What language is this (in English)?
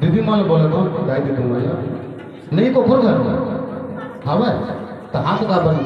Chhattisgarhi